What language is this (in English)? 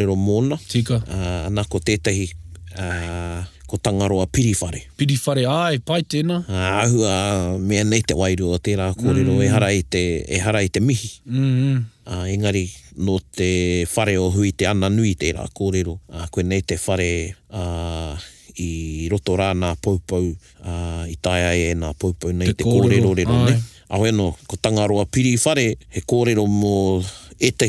Māori